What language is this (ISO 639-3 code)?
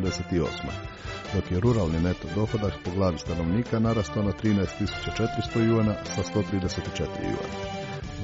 hrv